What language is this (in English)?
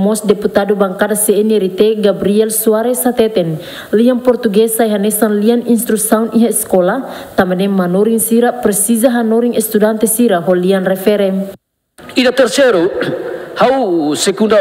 Tetum